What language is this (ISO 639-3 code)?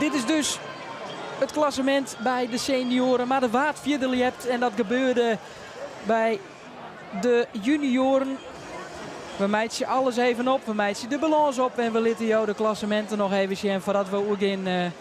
fry